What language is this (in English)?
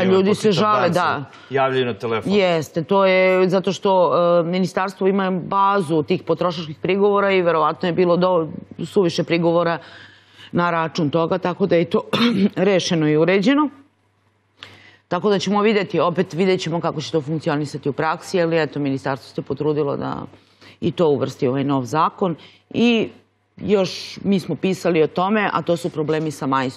Serbian